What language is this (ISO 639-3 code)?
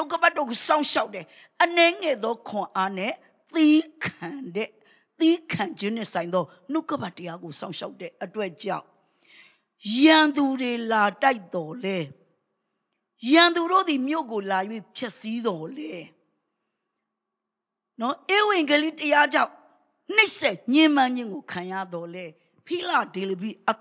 mya